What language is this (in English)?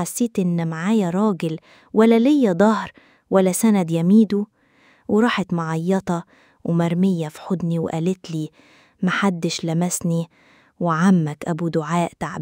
Egyptian Arabic